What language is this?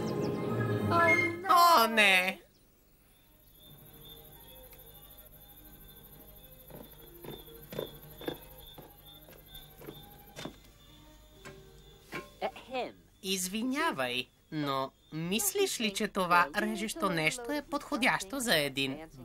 Bulgarian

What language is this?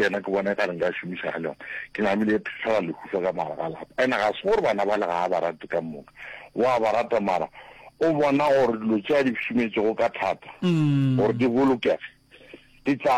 Northern Sotho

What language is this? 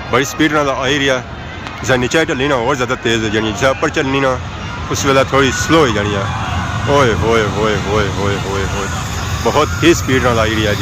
Pahari-Potwari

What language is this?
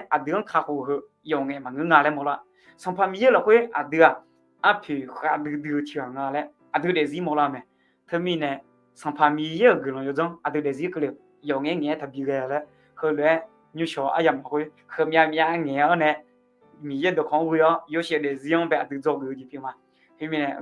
Akha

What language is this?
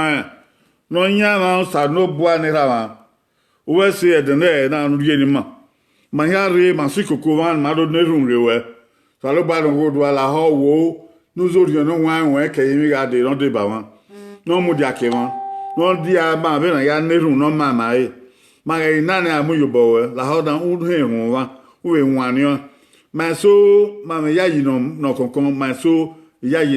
Bini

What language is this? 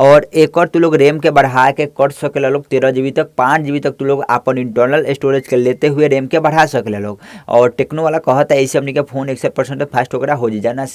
Bhojpuri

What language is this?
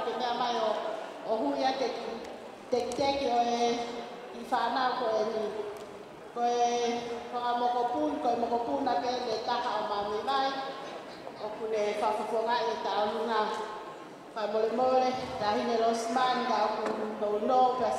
Tongan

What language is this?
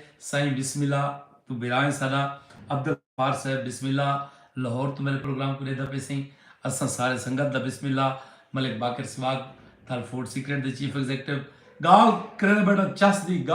Saraiki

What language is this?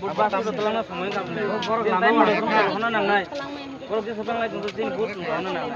Kok Borok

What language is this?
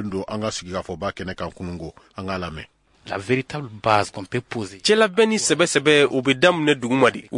Bambara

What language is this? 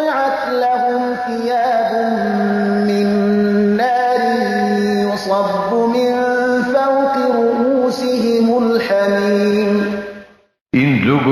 Persian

